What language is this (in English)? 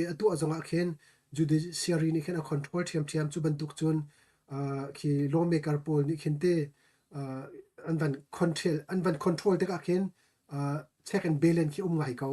Hakha Chin